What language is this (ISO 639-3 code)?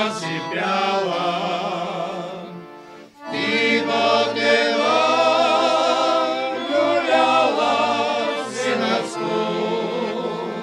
bul